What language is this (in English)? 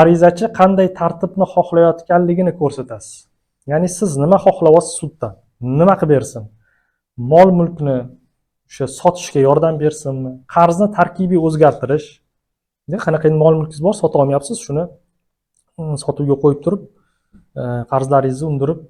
Uzbek